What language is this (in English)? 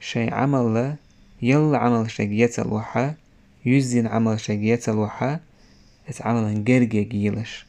Chechen